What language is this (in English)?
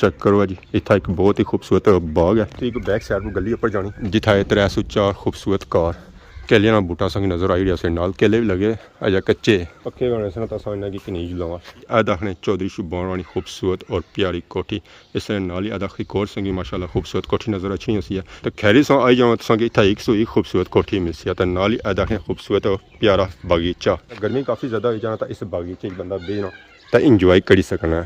Pahari-Potwari